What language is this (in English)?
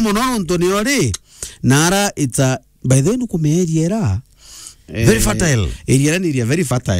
Meru